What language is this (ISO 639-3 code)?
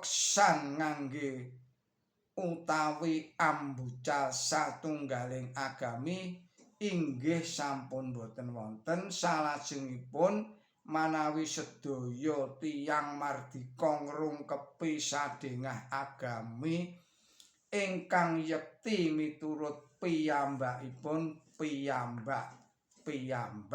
jav